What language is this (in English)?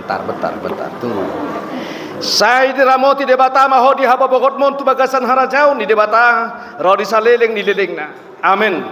Batak Toba